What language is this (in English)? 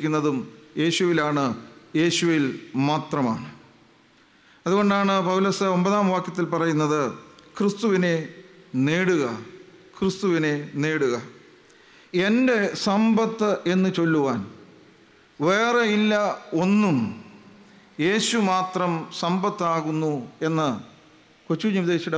Malayalam